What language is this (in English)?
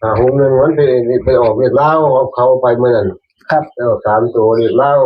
Northeastern Thai